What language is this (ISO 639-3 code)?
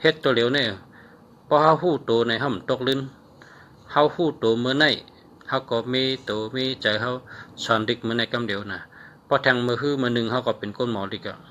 shn